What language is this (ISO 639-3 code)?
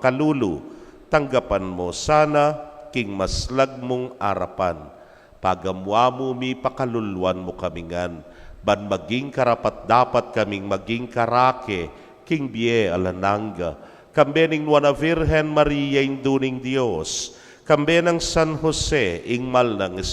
pam